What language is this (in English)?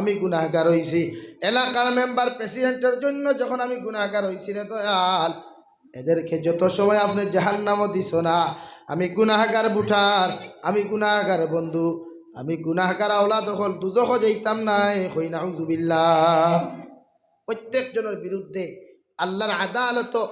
Sylheti